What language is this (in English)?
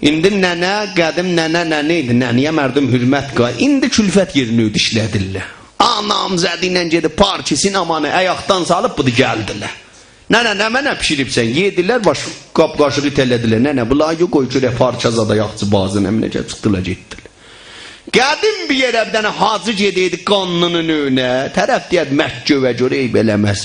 South Azerbaijani